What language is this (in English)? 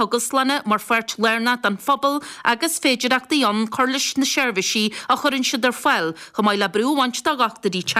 Irish